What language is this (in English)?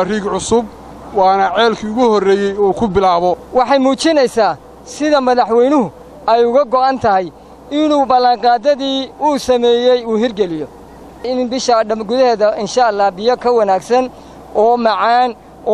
Somali